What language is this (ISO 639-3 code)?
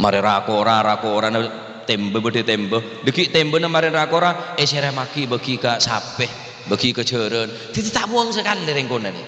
mad